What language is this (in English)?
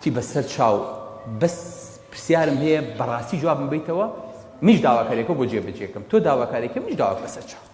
Central Kurdish